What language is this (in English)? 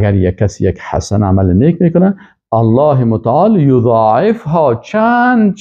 Persian